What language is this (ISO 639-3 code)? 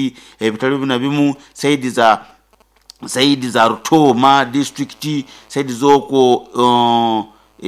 nyo